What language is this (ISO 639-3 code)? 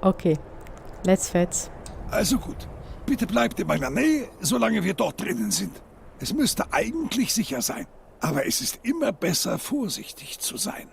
gsw